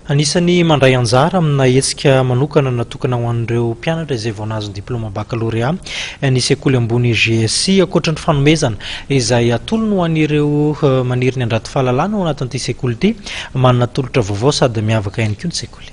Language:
Malagasy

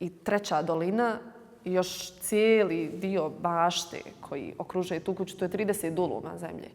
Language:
Bosnian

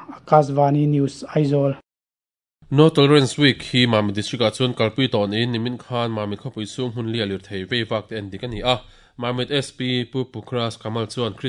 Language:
Mizo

